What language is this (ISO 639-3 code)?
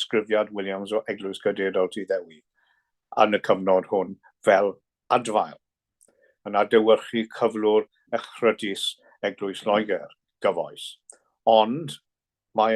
cym